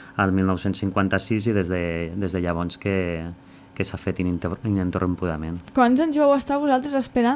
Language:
Catalan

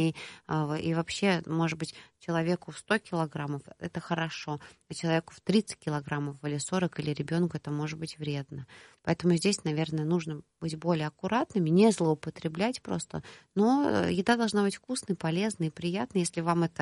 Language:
Russian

